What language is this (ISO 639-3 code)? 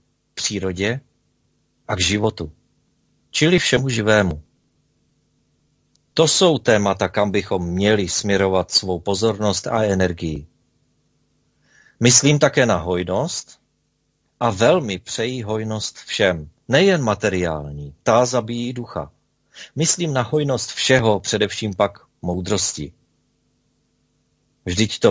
ces